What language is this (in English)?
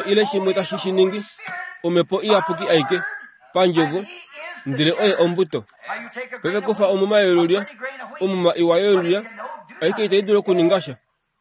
Kuanyama